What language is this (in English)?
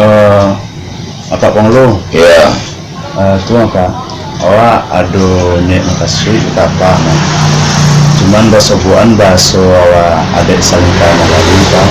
Minangkabau